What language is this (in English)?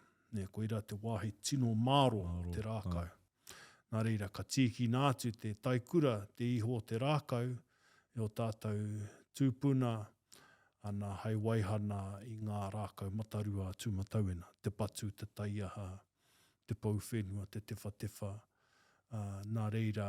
Māori